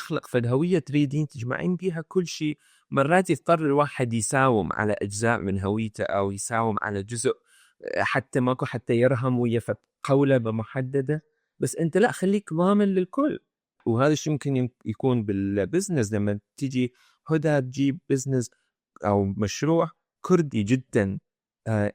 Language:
Mesopotamian Arabic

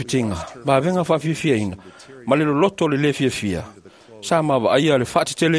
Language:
Samoan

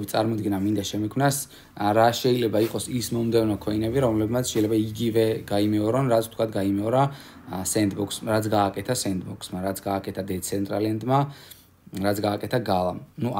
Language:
Georgian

